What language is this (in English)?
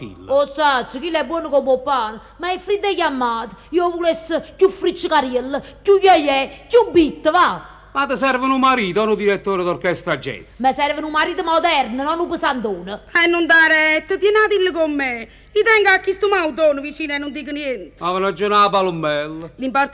Neapolitan